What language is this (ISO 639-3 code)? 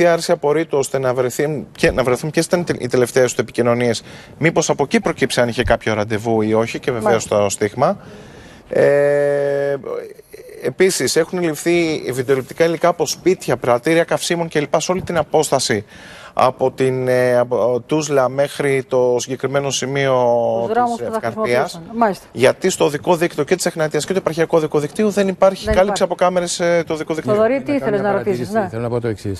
ell